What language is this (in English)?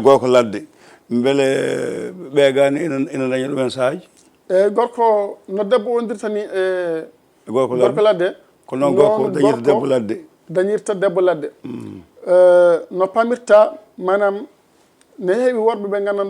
Fula